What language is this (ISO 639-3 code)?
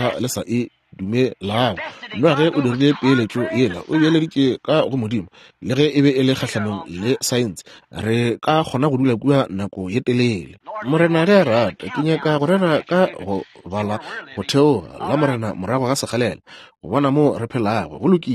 nso